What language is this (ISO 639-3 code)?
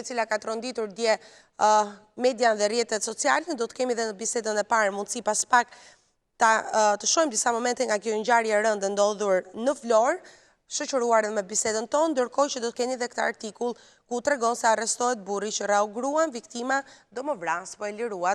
sqi